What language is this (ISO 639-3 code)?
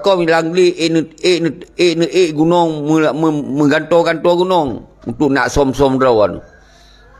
ace